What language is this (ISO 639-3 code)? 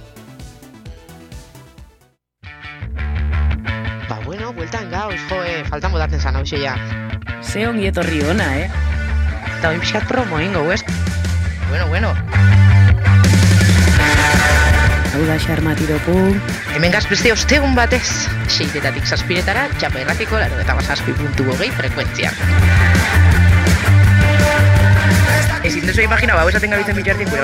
eus